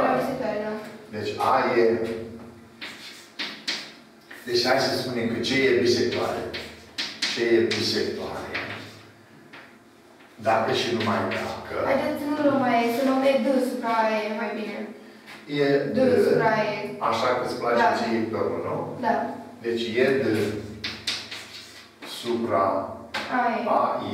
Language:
Romanian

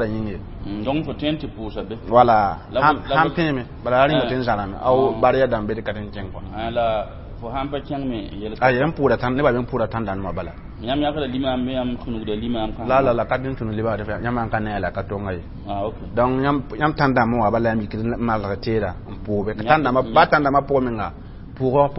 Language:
Mossi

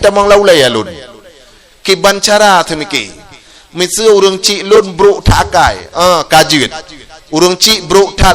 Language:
Achinese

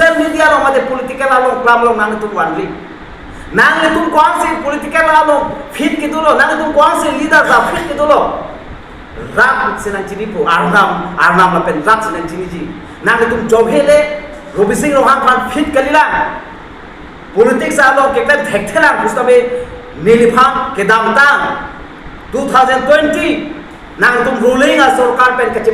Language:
Karbi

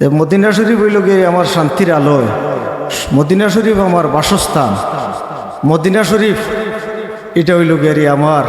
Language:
Sylheti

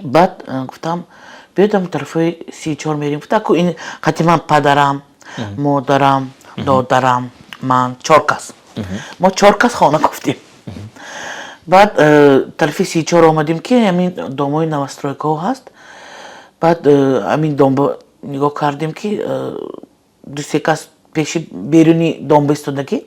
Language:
Tajik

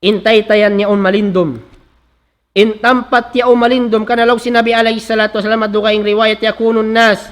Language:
Tausug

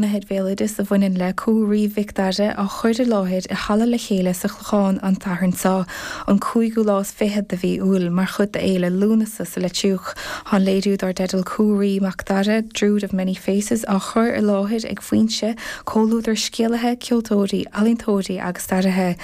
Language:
Irish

